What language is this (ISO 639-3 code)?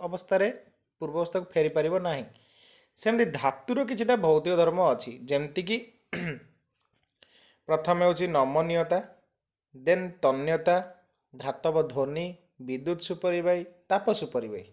ori